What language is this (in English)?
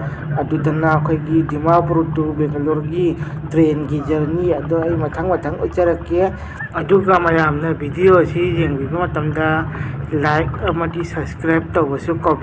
Manipuri